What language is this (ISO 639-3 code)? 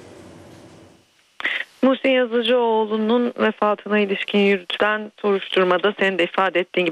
tur